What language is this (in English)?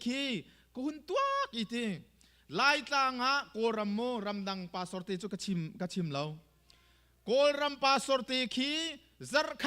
Hakha Chin